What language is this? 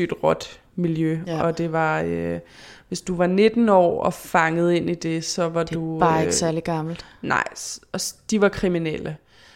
Danish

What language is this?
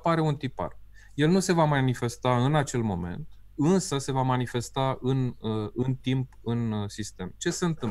Romanian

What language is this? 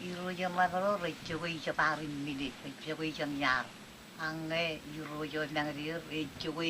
Marshallese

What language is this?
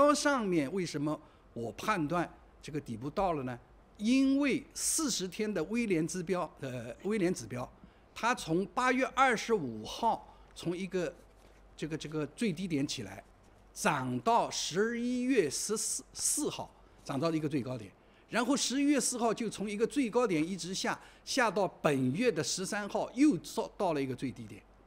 Chinese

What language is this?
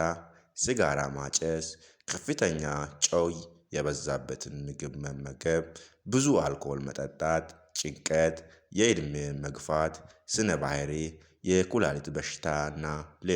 Amharic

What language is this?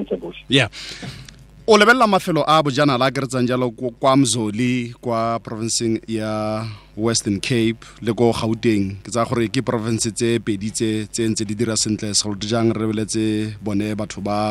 Tswana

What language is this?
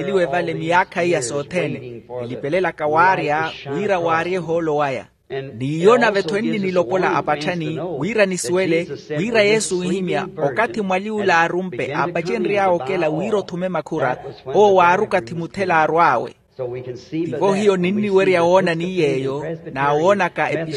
Makhuwa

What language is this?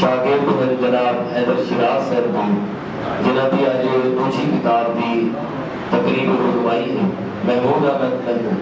Saraiki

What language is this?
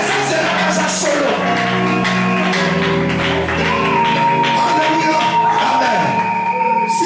French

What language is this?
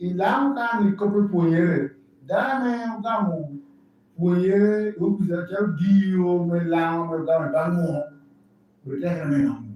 Lango (Uganda)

